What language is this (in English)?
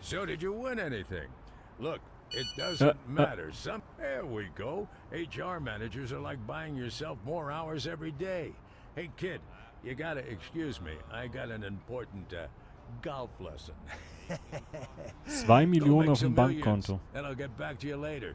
Swiss German